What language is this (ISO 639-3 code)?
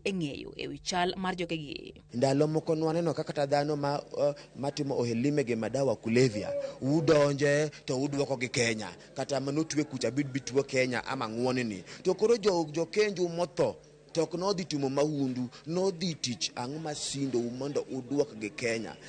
luo